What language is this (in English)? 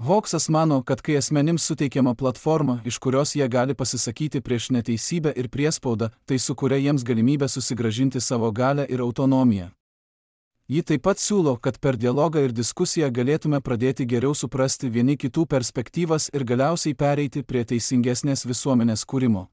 Lithuanian